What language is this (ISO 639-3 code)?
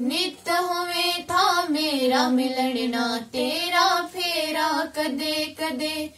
gju